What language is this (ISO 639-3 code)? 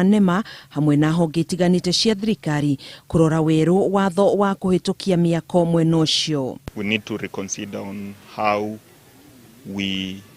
kik